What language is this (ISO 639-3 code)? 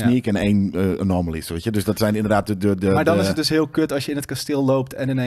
nld